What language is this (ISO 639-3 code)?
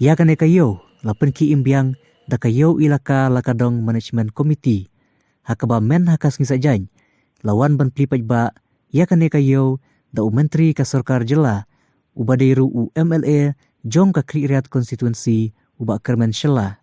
kha